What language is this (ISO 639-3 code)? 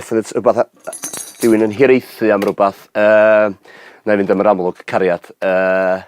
cym